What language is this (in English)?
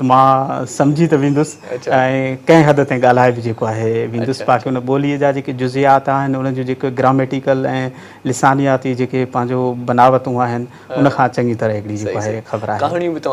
Sindhi